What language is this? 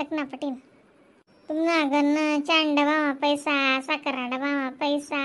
Khandesi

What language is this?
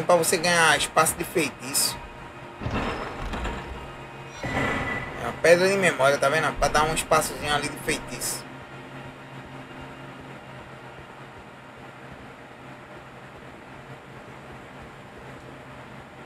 Portuguese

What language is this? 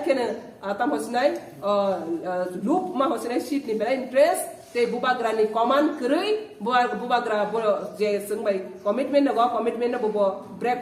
Kok Borok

